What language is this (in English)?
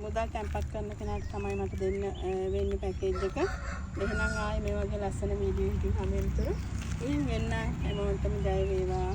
Sinhala